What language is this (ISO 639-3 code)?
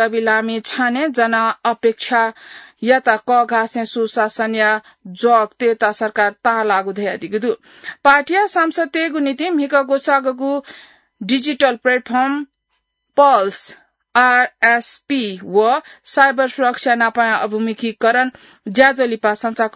new